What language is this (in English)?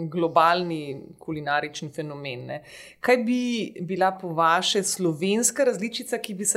Slovenian